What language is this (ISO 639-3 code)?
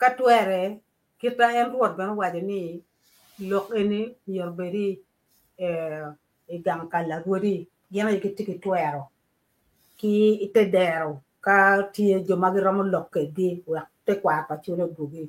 ach